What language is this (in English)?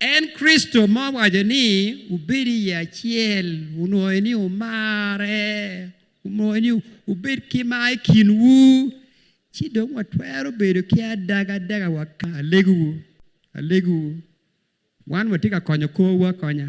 Acoli